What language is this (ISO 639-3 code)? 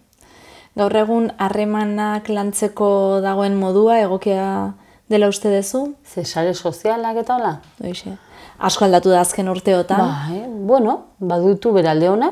eus